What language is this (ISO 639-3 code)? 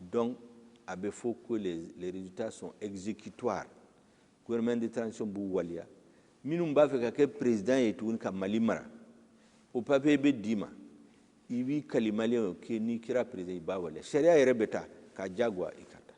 bam